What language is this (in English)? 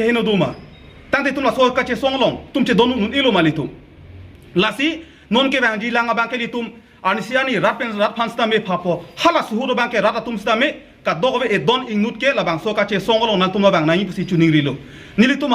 Karbi